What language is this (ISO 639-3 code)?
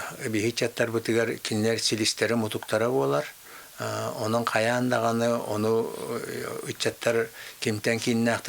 sah